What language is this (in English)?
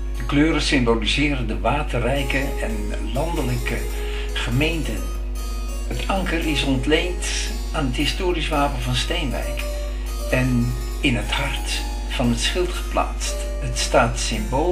Dutch